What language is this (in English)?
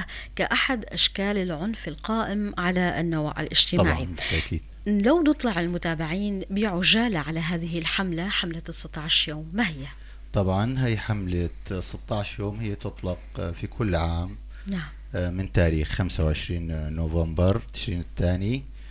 North Levantine Arabic